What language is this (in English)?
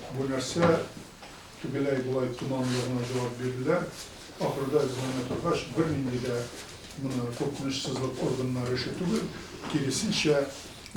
Tatar